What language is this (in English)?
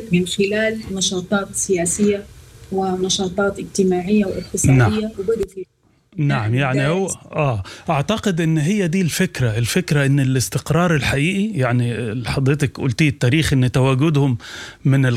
Sudanese Arabic